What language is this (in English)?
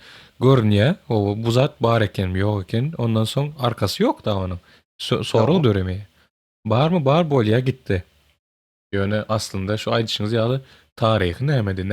Turkmen